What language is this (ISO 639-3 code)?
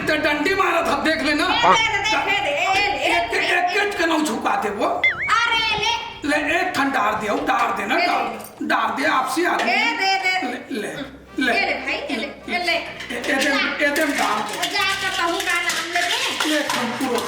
hne